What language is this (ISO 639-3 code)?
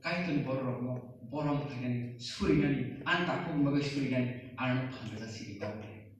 trp